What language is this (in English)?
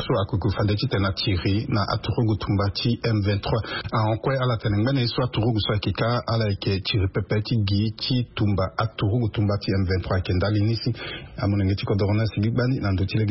Sango